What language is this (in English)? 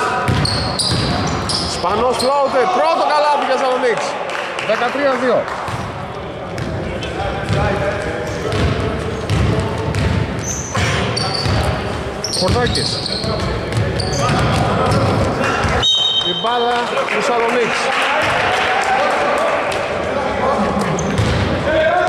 Greek